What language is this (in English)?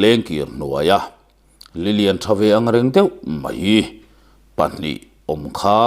Mizo